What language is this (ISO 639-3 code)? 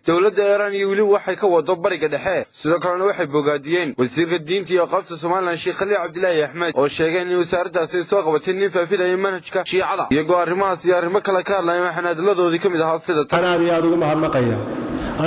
som